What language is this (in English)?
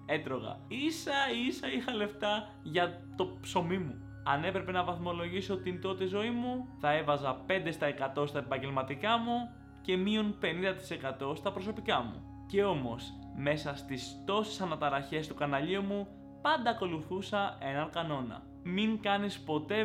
Greek